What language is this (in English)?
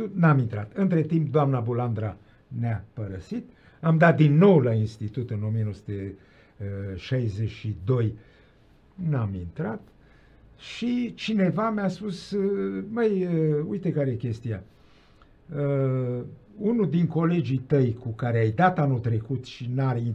Romanian